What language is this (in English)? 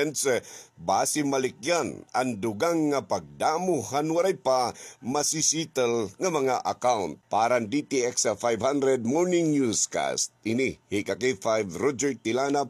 Waray